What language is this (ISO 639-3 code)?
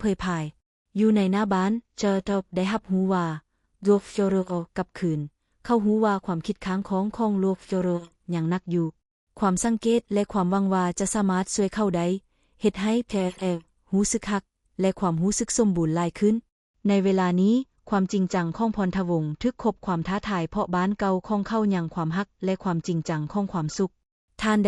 lao